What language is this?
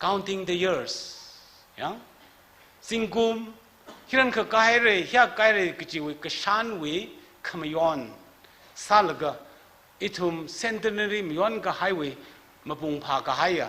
Tangkhul Naga (India)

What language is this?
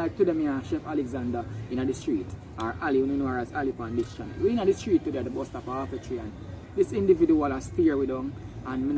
Jamaican Creole English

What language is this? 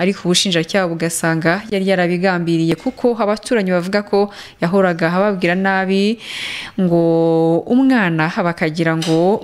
Kinyarwanda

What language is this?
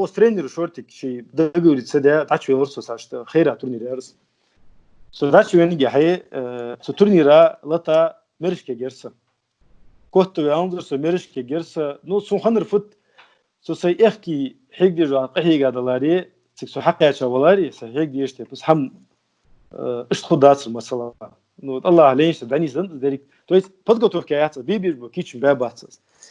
Ingush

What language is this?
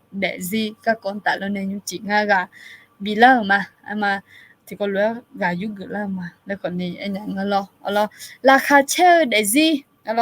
Akha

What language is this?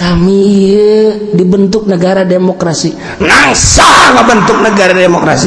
Sundanese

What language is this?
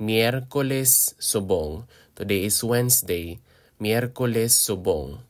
Hiligaynon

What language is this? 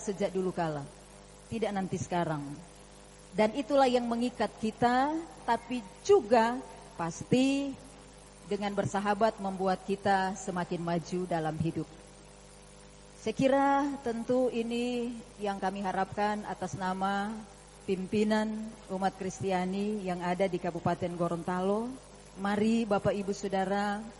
Indonesian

